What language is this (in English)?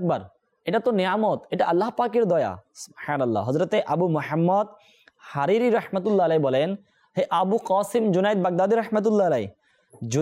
Bangla